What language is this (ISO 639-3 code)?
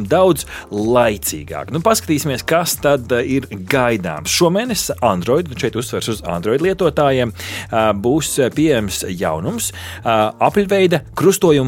lav